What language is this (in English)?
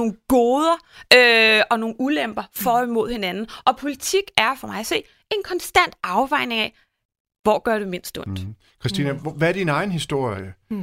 Danish